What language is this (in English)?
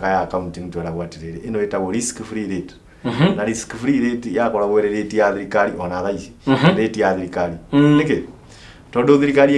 Kikuyu